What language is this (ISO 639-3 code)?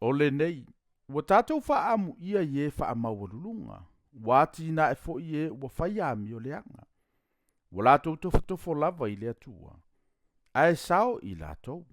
smo